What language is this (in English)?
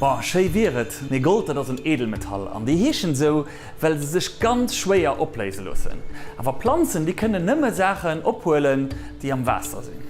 Luxembourgish